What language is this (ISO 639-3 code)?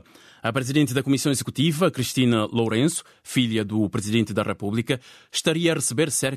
por